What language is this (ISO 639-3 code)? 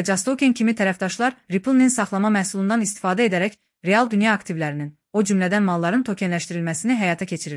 aze